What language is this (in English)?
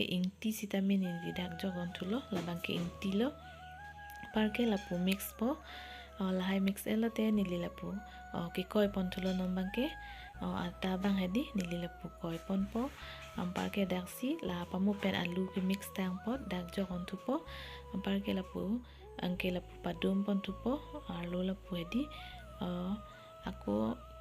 Karbi